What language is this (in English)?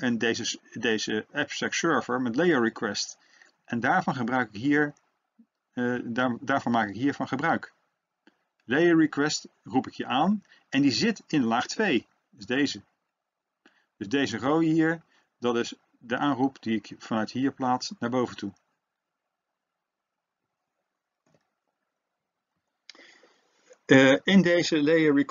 Dutch